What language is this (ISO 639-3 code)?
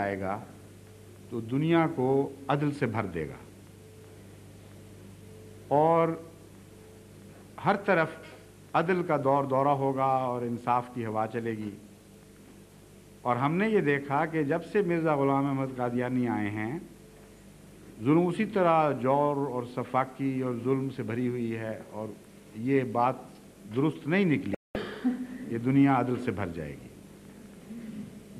urd